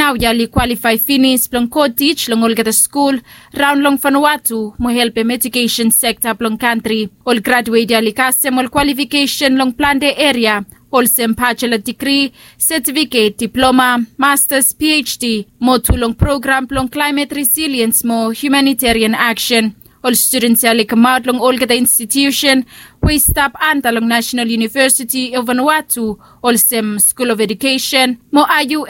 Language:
Bislama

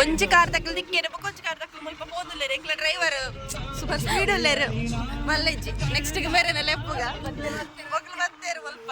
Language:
Tulu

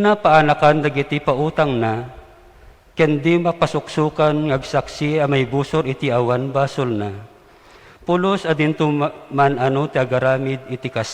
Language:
Iloko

